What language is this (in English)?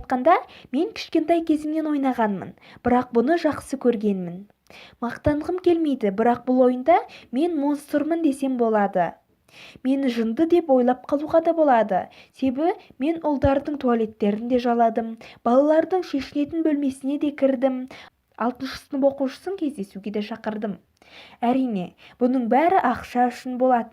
Kazakh